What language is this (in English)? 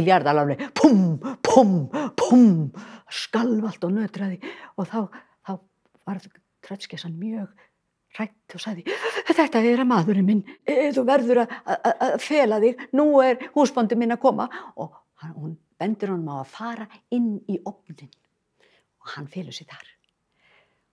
Icelandic